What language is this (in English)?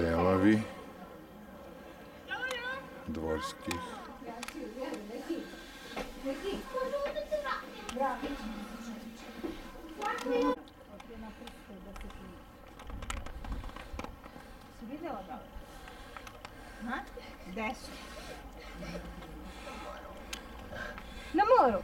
Serbian